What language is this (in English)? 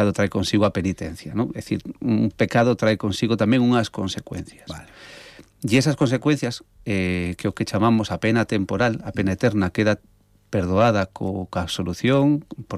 Galician